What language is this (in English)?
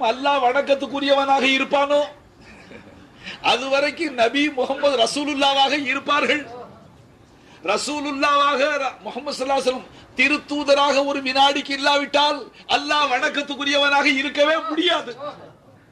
Tamil